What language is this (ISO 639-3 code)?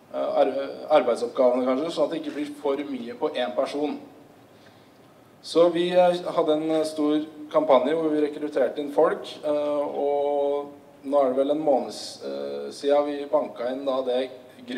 nor